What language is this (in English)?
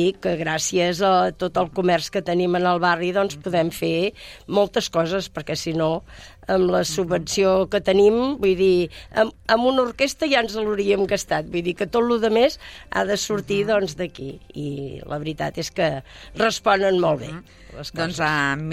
Catalan